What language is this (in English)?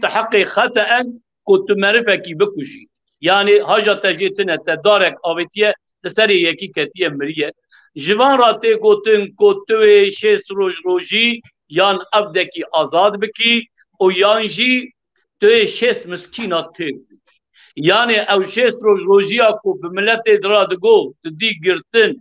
Kurdish